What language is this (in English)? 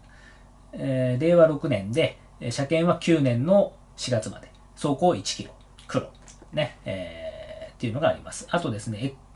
Japanese